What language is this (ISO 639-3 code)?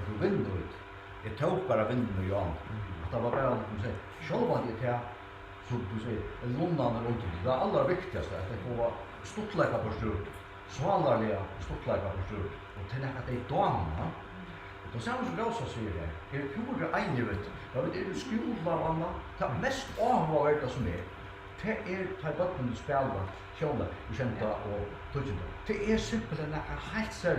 fao